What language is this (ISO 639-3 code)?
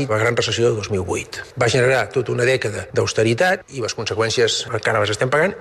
cat